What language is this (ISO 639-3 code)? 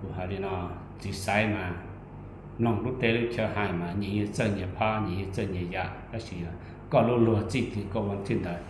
hmn